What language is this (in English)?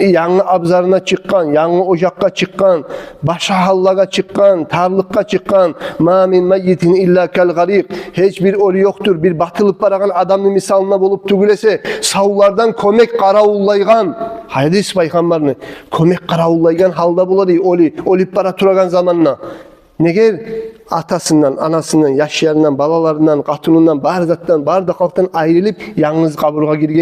Kumyk